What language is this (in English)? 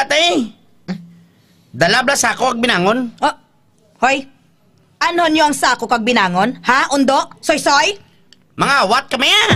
Hiligaynon